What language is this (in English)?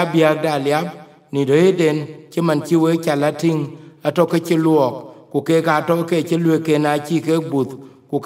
Dinka